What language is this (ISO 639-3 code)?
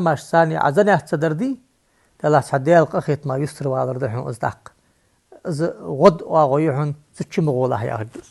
inh